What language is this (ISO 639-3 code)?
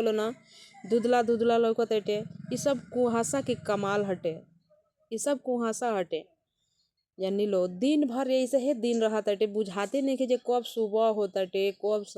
bho